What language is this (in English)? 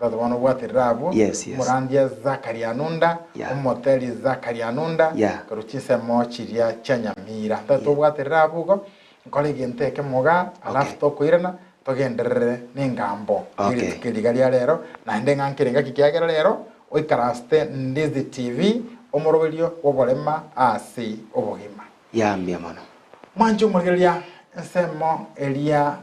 Gusii